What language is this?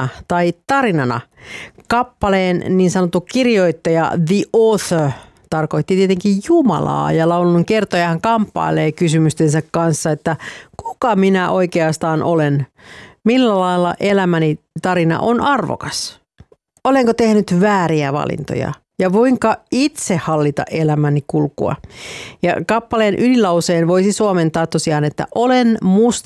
Finnish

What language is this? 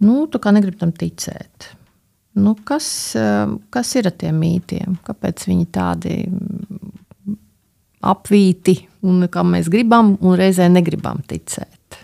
Latvian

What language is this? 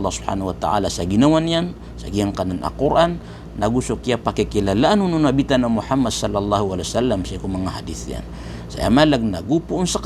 Maranao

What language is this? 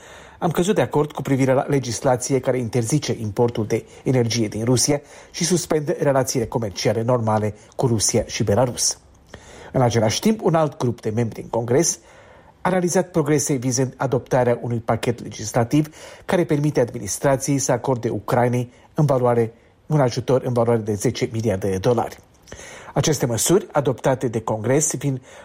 Romanian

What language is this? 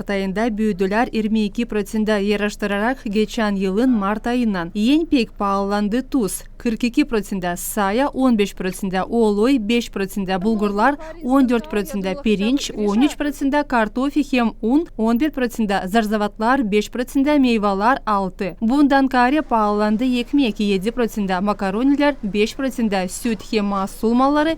Gagauz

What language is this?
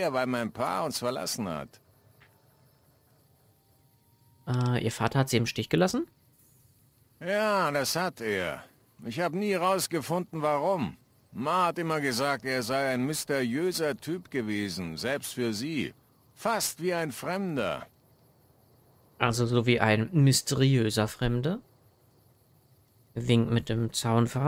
German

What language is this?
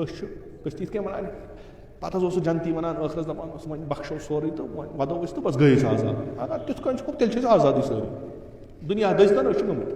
Kashmiri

